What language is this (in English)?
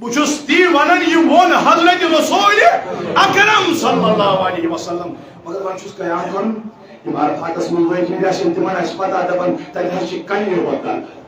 Kashmiri